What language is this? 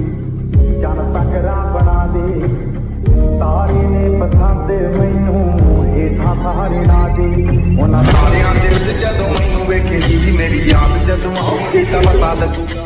Punjabi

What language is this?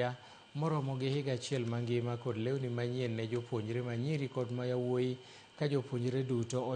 Luo (Kenya and Tanzania)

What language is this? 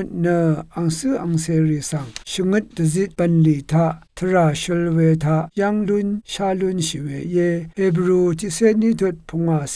Rawang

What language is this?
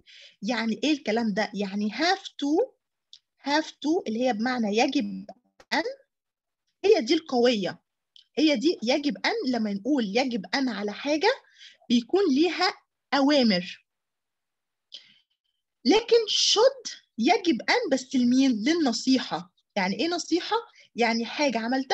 Egyptian Arabic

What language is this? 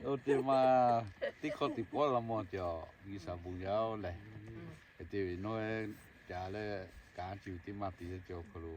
Lahu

